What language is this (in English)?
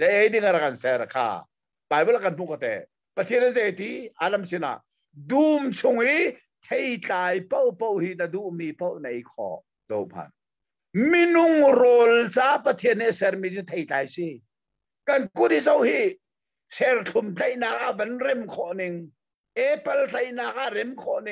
Hakha Chin